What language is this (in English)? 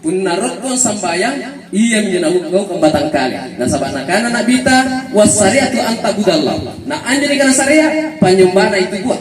Makasar